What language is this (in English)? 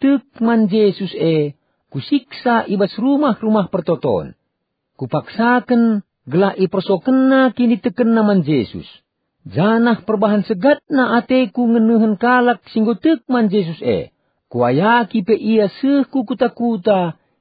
Batak Karo